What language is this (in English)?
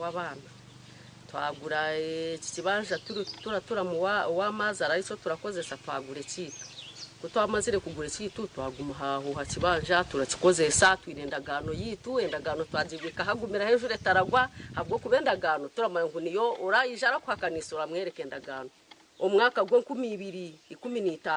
Nyankole